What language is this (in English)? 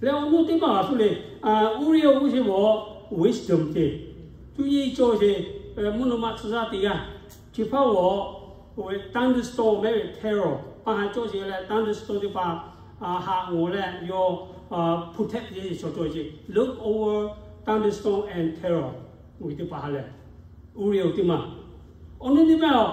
Lahu